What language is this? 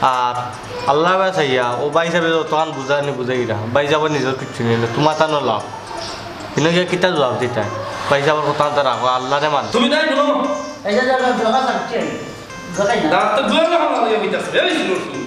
Sylheti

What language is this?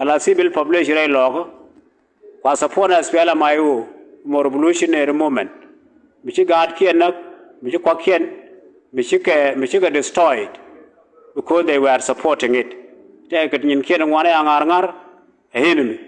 Nuer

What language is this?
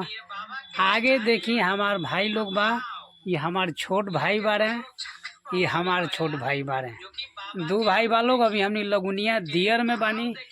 Bhojpuri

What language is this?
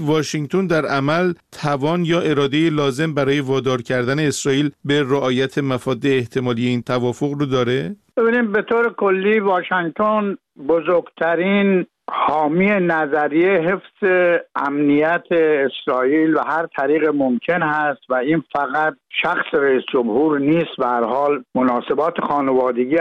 Persian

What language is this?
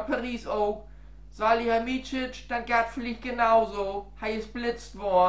Low German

